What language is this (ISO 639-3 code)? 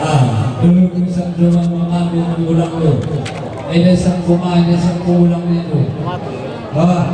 btx